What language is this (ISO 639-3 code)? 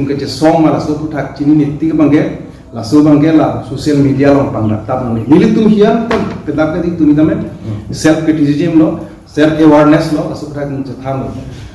mjw